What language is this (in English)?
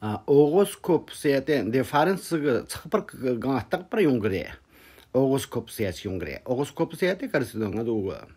Tibetan